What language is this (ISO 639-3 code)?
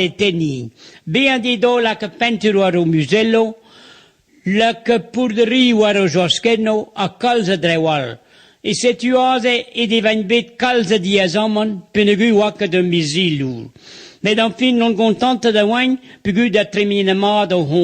bre